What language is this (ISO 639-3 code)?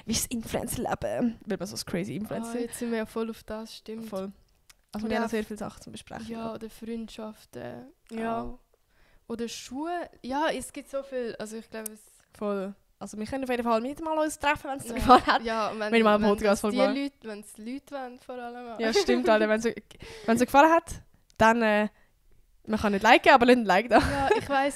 gsw